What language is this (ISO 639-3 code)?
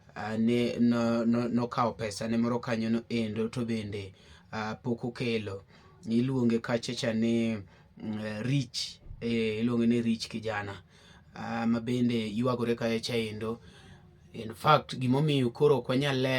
luo